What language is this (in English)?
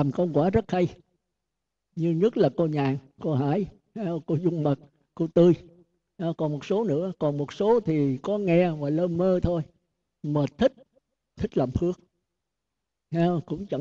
Vietnamese